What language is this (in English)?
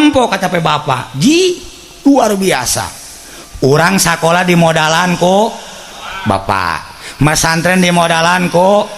Sundanese